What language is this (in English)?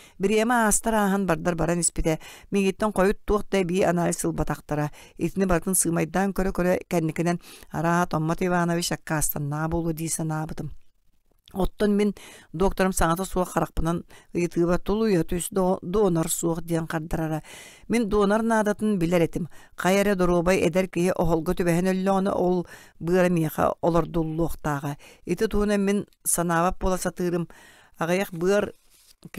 Yakut